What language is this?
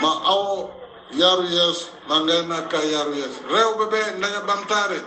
Fula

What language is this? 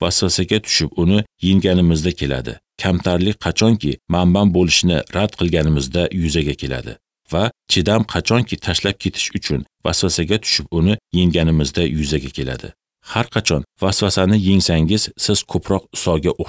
Uzbek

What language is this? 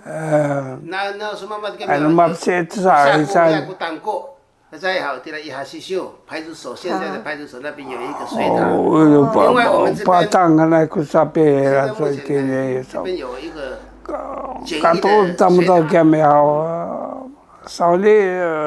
Sakizaya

